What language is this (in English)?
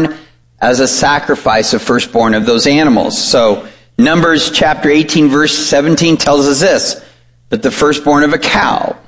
English